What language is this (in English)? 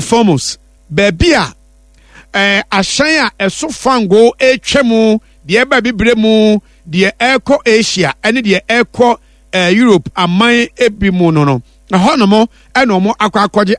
Akan